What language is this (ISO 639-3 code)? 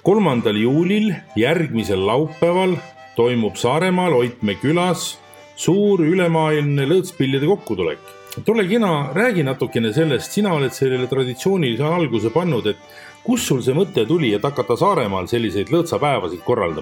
est